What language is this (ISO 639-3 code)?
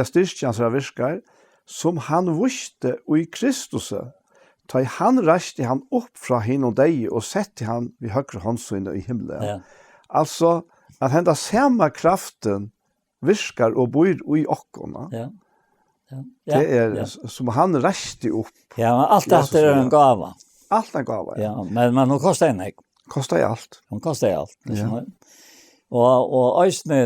fao